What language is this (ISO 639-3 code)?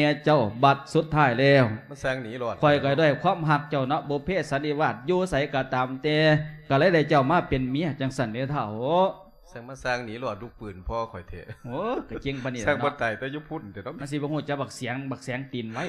lao